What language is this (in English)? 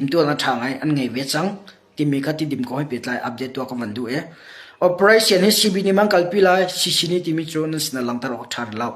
Hakha Chin